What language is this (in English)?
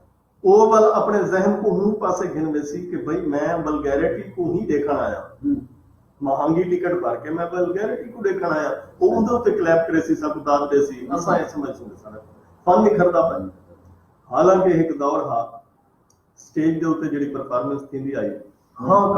Saraiki